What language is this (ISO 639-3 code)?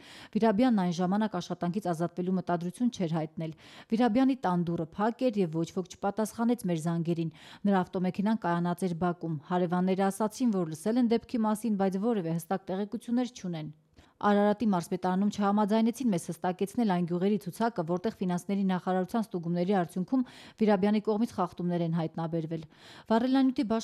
hye